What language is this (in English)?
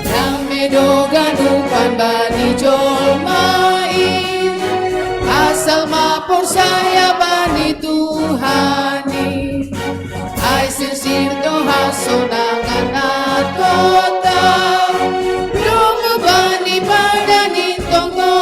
Batak Simalungun